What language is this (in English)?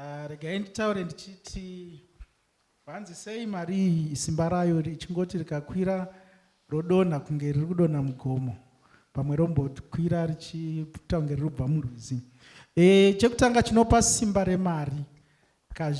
Shona